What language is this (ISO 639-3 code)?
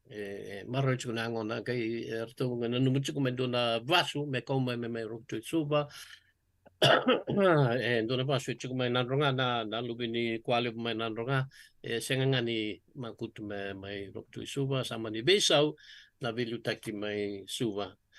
fij